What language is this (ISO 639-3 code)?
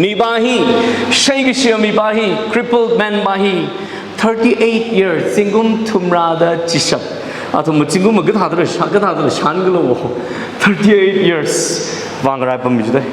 nmf